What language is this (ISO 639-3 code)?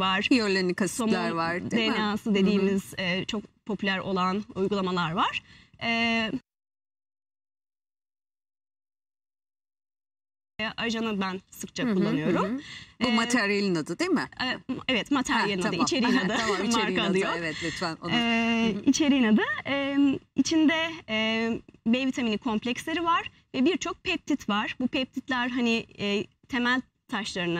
tur